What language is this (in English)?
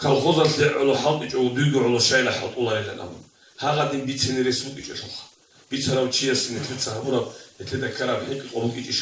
Avaric